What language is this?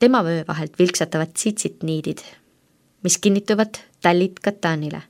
Estonian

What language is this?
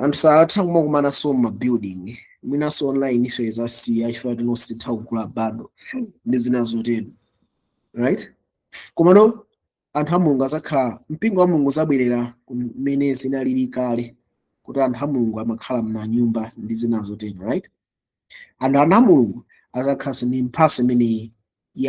Nyanja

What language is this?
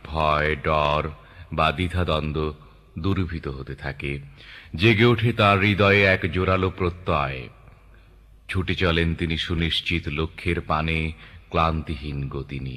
Bangla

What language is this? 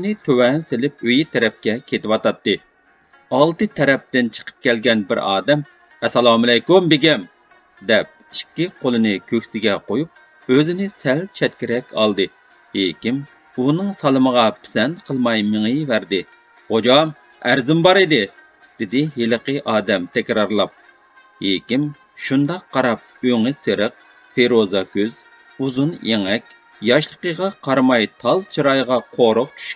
Uyghur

